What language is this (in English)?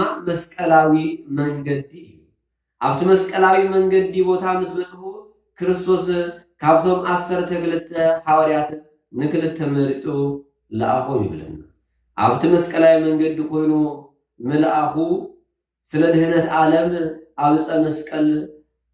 Tigrinya